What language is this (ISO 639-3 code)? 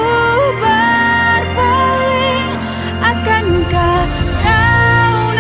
nia